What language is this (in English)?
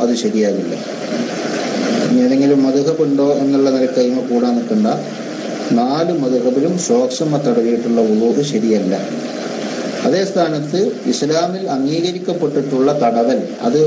Malayalam